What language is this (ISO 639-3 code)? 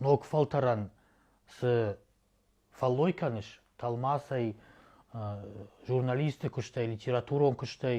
oss